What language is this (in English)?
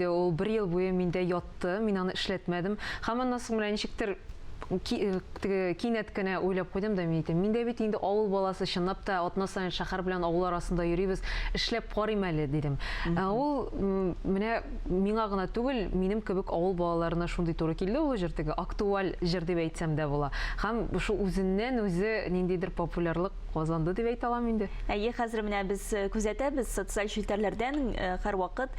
Tatar